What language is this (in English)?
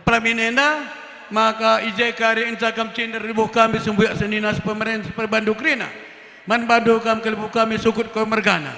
Batak Karo